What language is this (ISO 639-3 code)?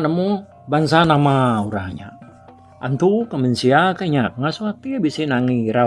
iba